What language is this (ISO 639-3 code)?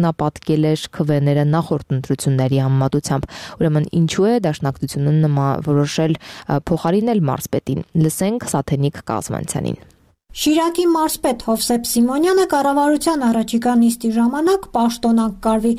hye